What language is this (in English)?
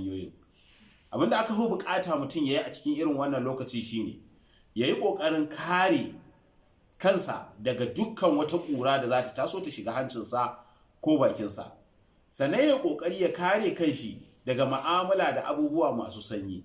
Hausa